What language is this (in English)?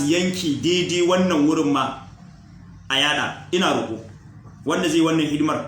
Hausa